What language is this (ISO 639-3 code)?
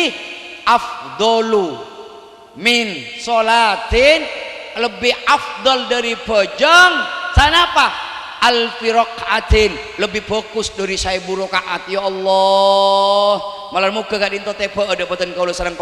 mad